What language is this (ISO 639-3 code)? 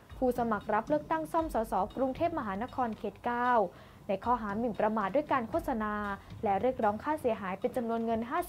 tha